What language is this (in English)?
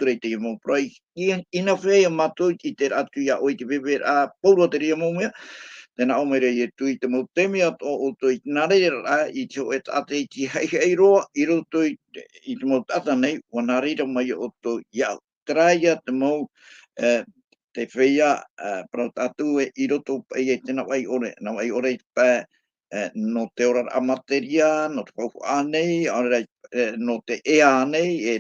Tahitian